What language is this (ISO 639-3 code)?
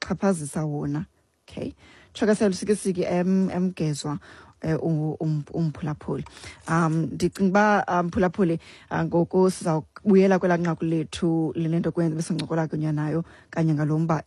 xho